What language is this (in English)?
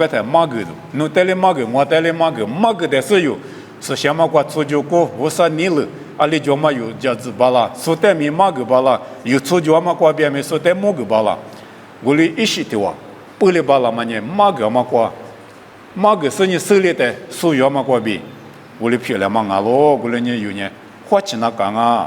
Lisu